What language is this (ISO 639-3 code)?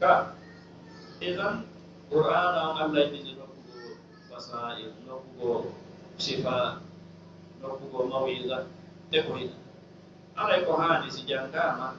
ful